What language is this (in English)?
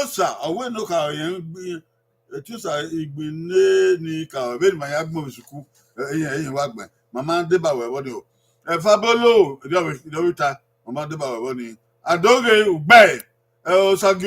Bini